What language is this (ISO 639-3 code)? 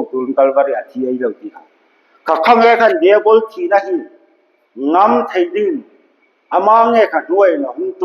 hmr